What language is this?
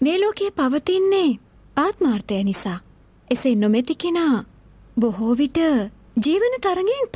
Sinhala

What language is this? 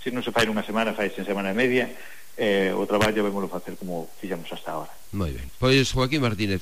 Galician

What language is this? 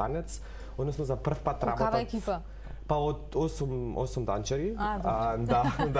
Macedonian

